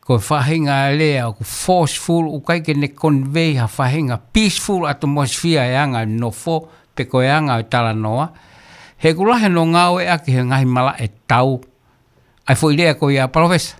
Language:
Tongan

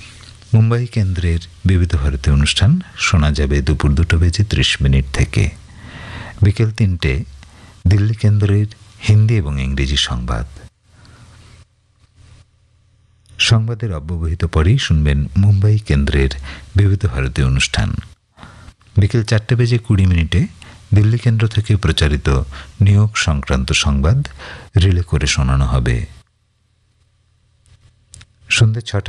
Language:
Bangla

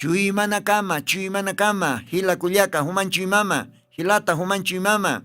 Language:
Aymara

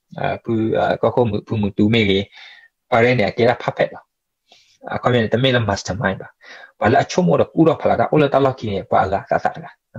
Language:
S'gaw Karen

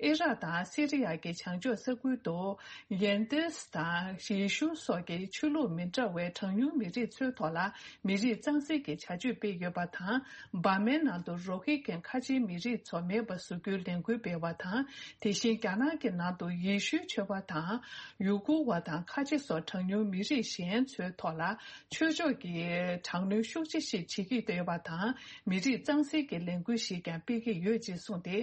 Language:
Tibetan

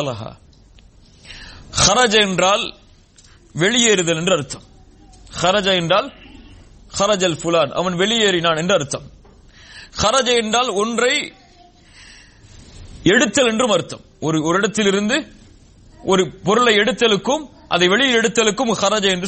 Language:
Tamil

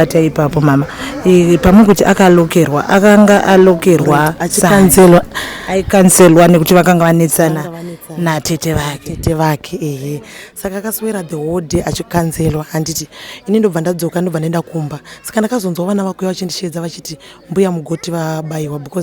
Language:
Shona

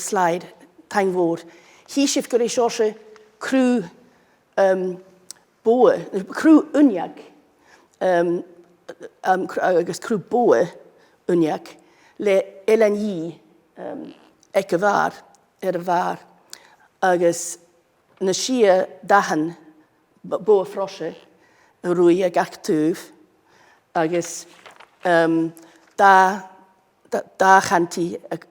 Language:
Scottish Gaelic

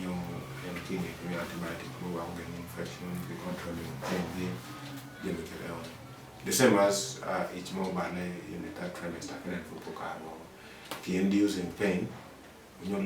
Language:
Acoli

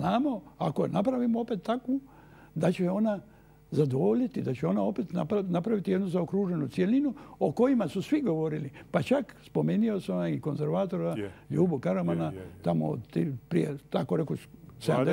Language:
Croatian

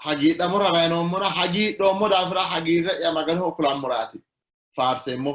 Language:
Sidamo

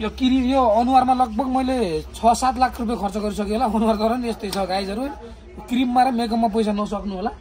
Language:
Nepali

